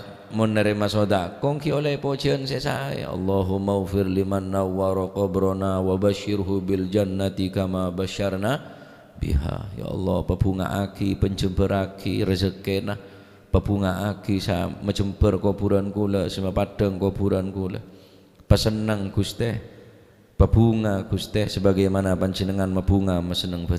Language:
Madurese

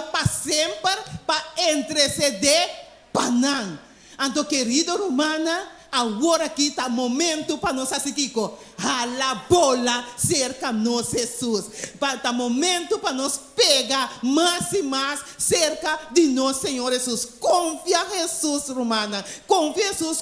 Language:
Papiamento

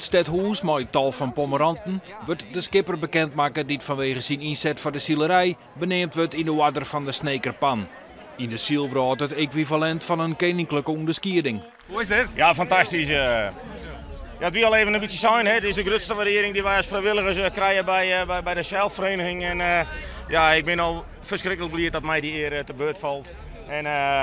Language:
Western Frisian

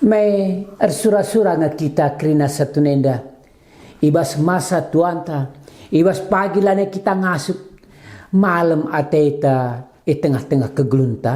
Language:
Batak Karo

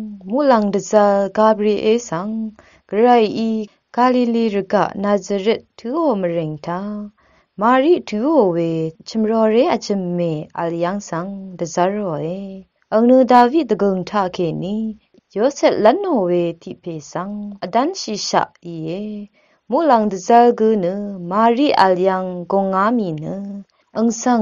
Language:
Rawang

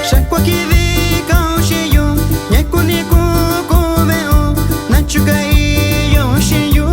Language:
Metlatónoc Mixtec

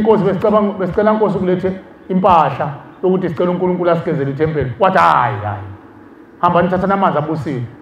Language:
Zulu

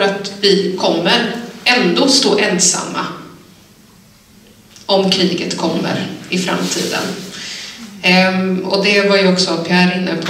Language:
Swedish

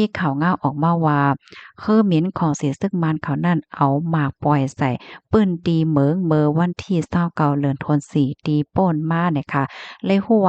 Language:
Shan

